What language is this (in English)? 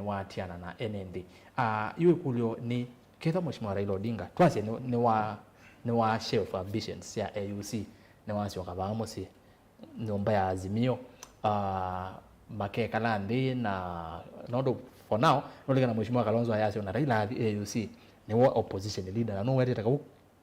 Kamba